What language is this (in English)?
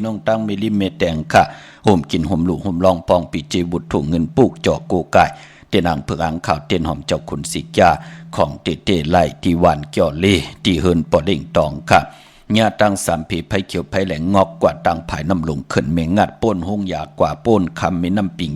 Shan